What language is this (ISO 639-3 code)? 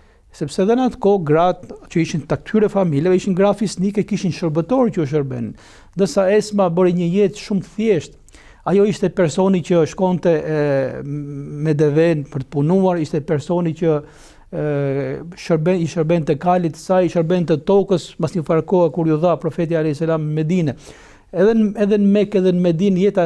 sqi